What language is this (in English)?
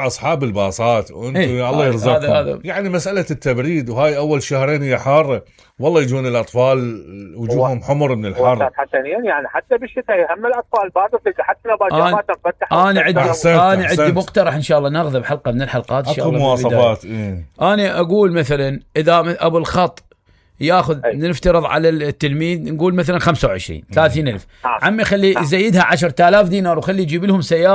Mesopotamian Arabic